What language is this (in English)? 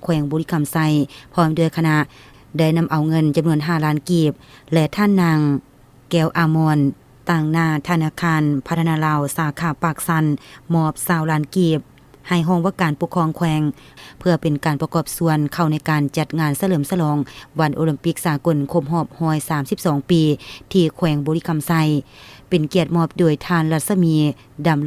Lao